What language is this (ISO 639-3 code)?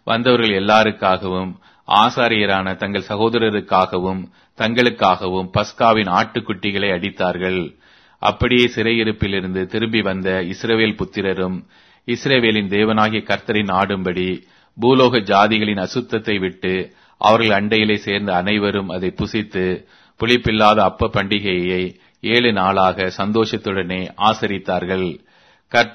tam